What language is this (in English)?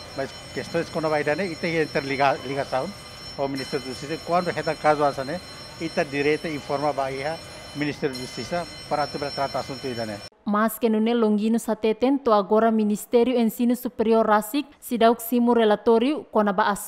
Tetum